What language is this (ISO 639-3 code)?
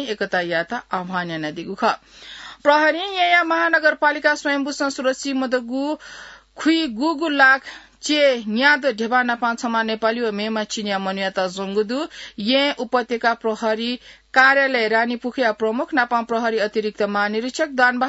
new